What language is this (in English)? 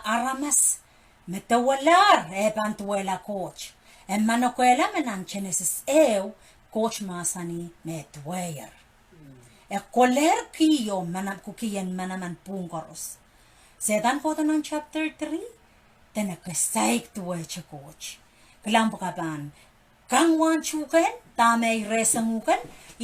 Pohnpeian